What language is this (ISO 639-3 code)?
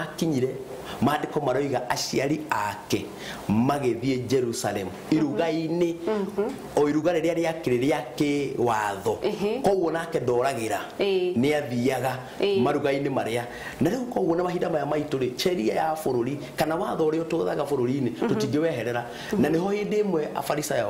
kik